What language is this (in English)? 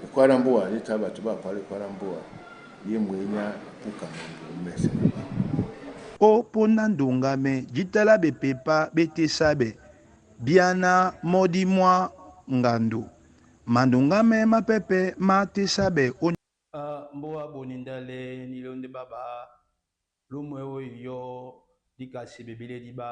Duala